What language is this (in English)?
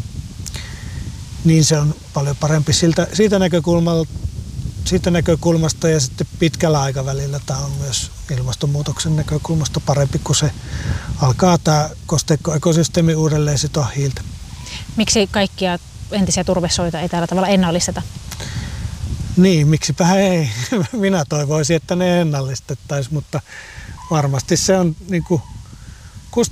Finnish